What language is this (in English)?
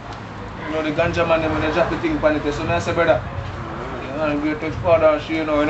Jamaican Creole English